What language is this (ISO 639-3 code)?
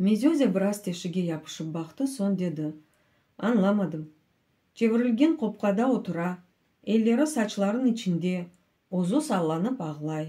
crh